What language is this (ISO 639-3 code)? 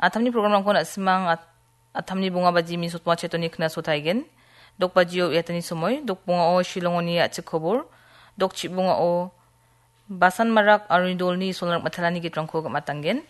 grt